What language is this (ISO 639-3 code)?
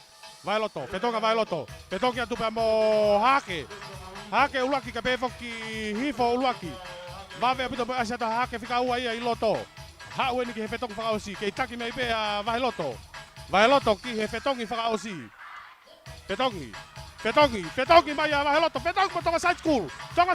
ton